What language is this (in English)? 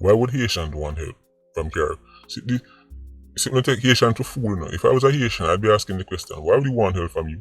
Jamaican Creole English